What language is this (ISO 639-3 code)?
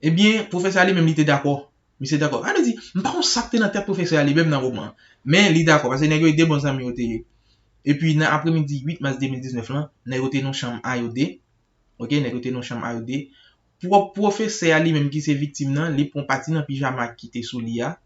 hat